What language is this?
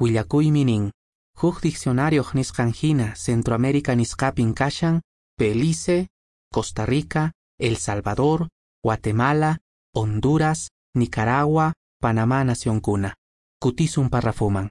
Quechua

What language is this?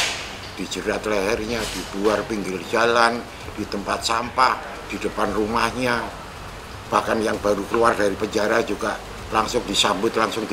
Indonesian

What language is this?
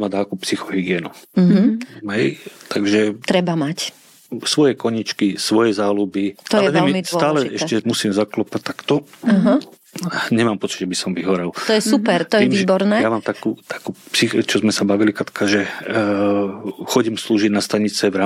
Slovak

